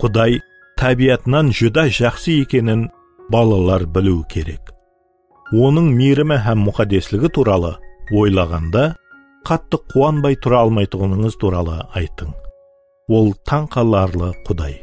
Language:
Kara-Kalpak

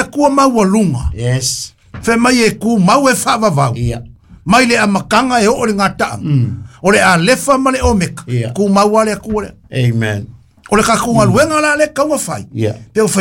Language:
Samoan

